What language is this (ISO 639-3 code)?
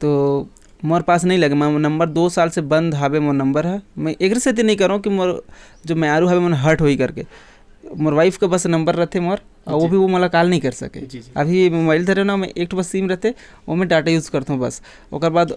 hne